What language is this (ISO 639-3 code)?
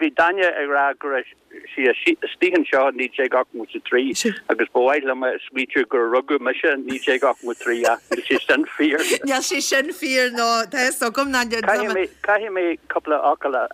gle